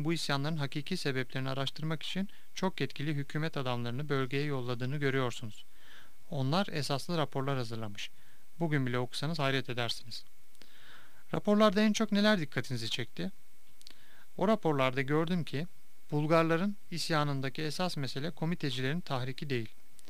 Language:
Turkish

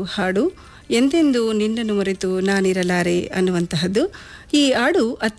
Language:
Kannada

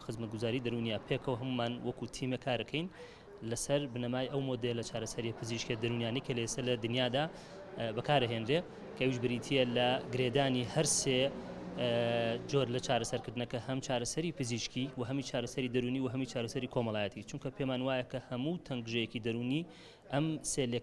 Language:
Central Kurdish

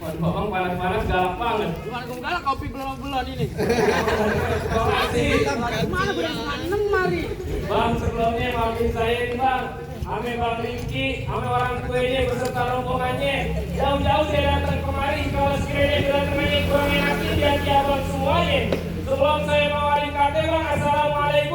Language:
Betawi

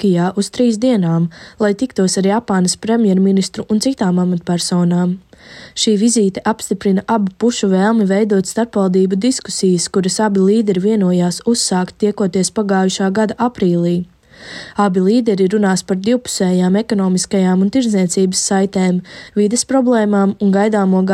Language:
Latvian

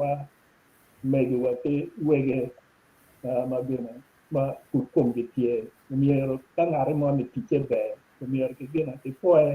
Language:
Acoli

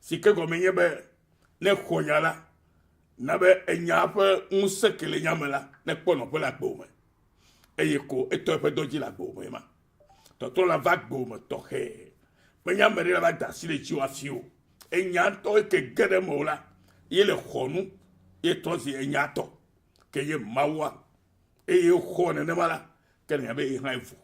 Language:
Ewe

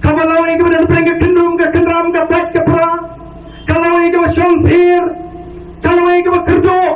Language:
Khasi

